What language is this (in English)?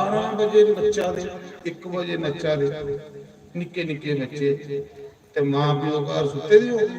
Dogri